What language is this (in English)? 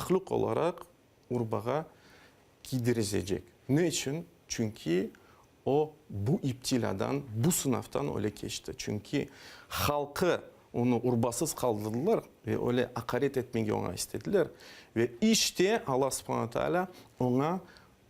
Crimean Tatar